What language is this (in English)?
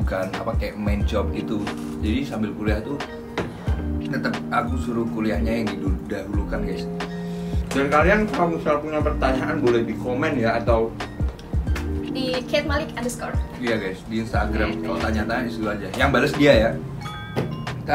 Indonesian